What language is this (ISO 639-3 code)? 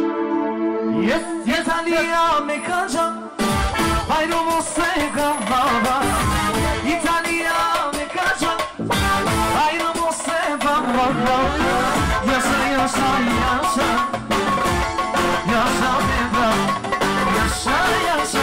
tur